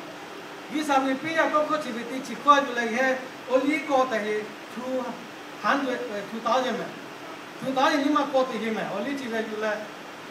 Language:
Lahu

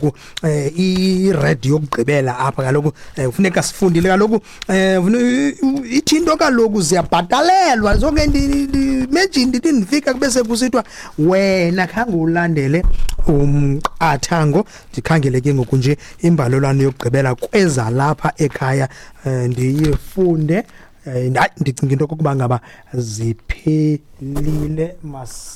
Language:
Xhosa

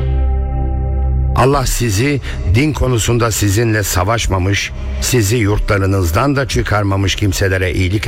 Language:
Turkish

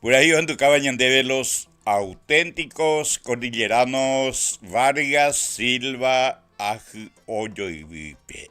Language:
Guarani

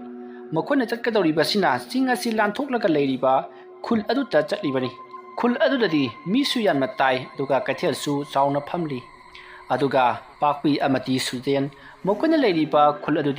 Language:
Manipuri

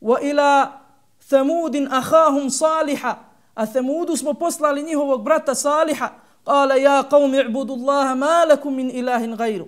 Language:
Bosnian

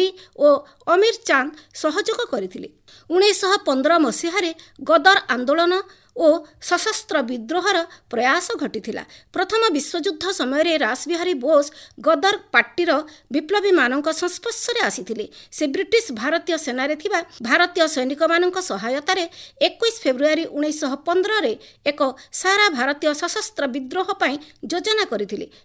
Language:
Odia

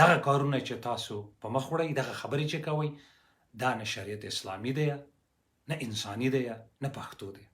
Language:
Pashto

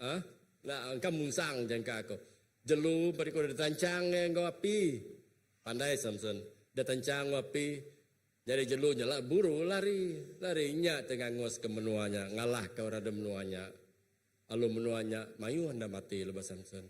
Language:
Iban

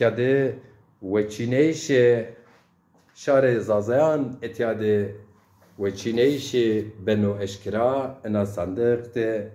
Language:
Zaza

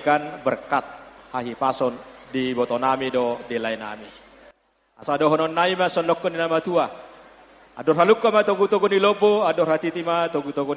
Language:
Batak Toba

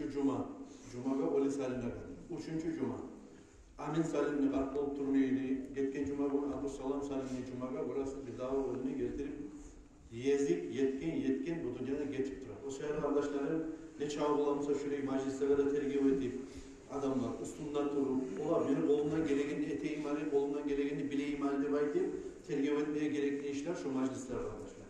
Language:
Kumyk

